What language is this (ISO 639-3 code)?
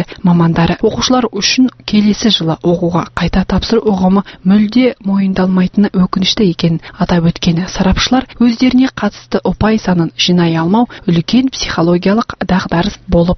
kaz